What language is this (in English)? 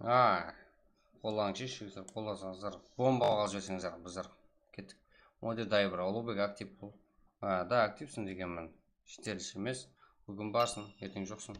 Kara-Kalpak